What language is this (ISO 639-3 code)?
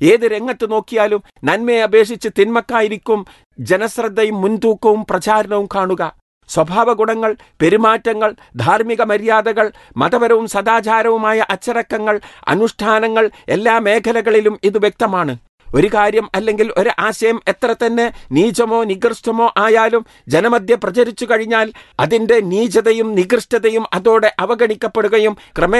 mal